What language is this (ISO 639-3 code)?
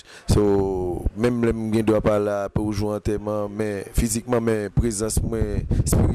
hat